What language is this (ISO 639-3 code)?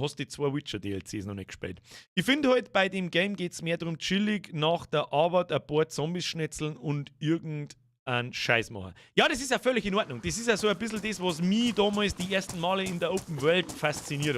bar